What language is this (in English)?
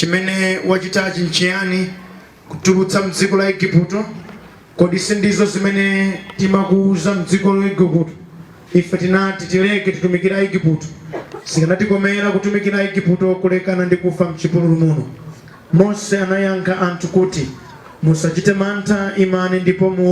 Nyanja